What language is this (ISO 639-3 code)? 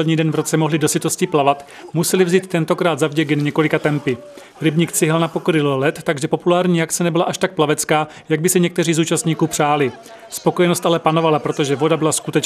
ces